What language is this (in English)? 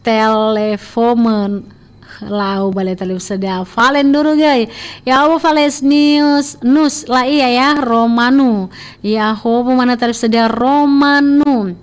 Nias